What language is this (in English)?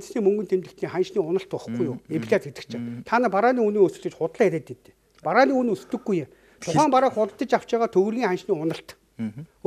Mongolian